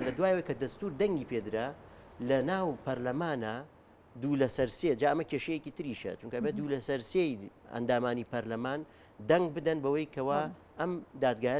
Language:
Central Kurdish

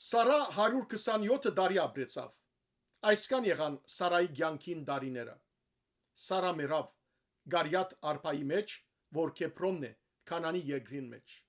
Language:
Western Armenian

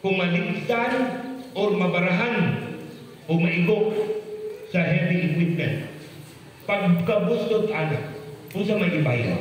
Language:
Cebuano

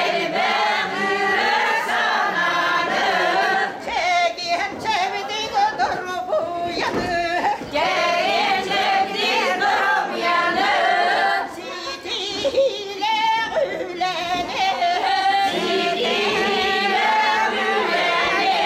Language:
Yakut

